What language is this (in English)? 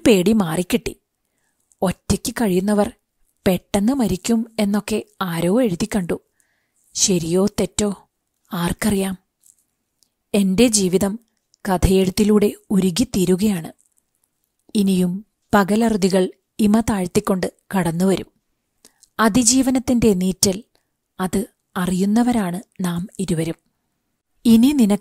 Malayalam